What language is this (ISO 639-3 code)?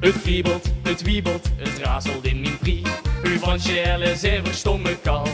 lim